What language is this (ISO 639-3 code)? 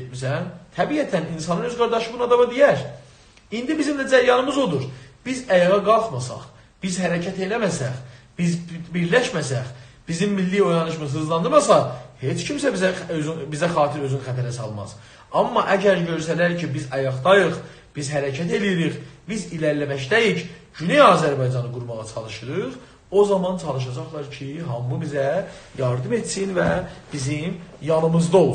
azb